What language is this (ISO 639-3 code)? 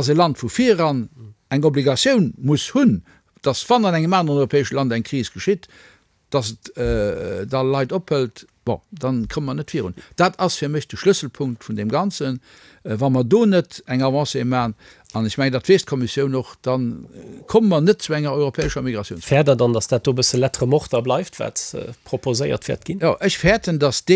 ltz